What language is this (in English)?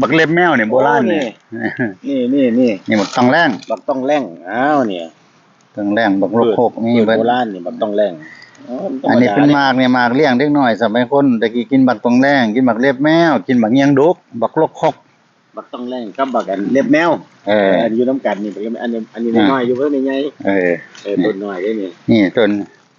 Northeastern Thai